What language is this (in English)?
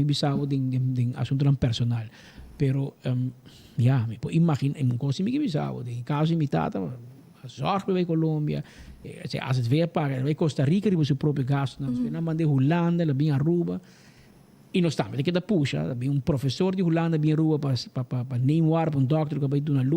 Papiamento